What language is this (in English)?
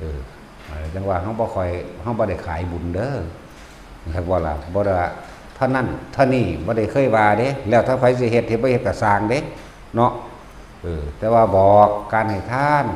Northeastern Thai